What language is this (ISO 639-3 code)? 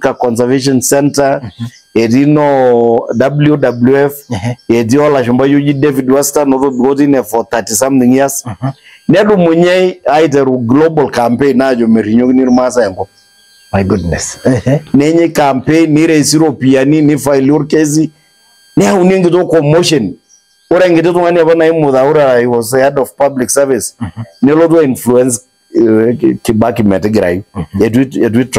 mas